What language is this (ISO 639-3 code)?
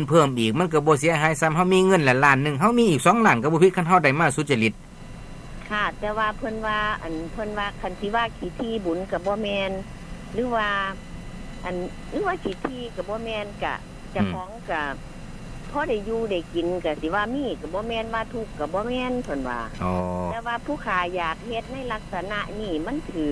tts